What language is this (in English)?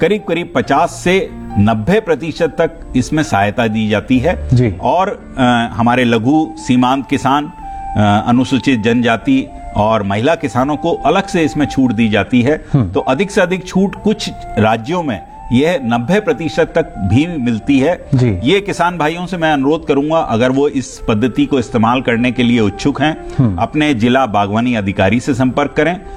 Hindi